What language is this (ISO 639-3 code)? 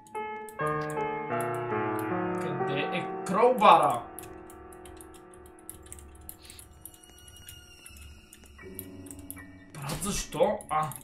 bul